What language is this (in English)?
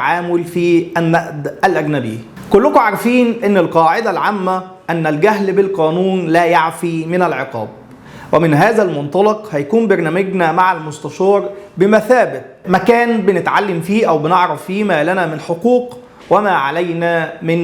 Egyptian Arabic